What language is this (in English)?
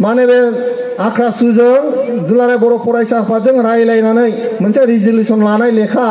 Bodo